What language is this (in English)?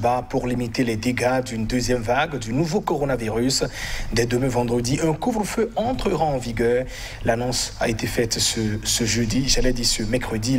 French